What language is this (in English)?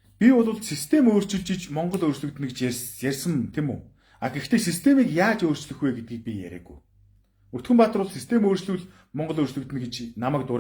Mongolian